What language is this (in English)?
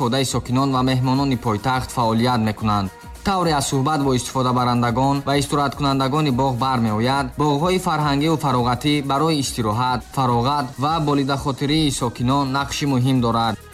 Tajik